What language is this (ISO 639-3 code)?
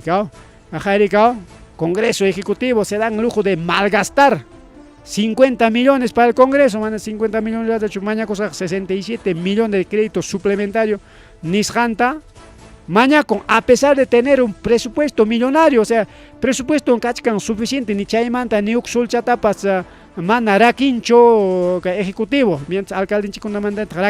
quy